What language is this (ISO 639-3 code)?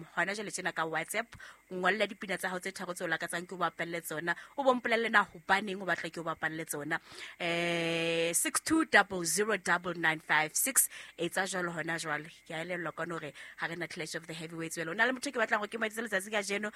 sot